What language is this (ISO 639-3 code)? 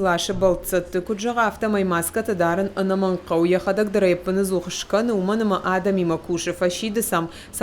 oss